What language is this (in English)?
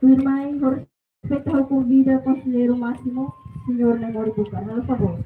Tetum